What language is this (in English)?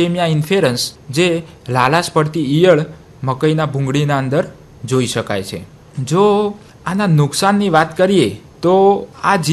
Gujarati